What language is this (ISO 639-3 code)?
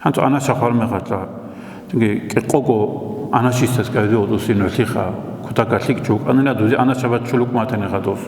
ava